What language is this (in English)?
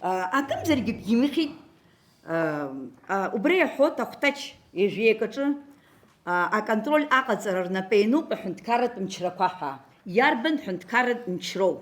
Abkhazian